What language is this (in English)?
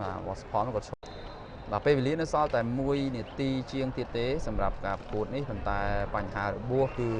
Khmer